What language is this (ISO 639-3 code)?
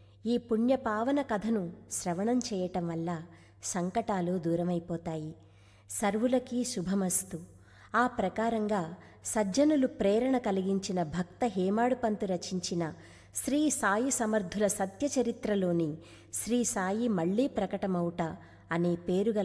tel